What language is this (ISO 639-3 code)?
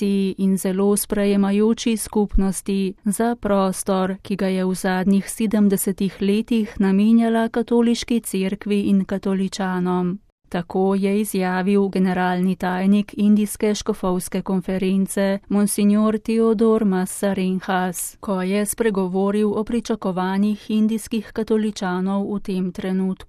slv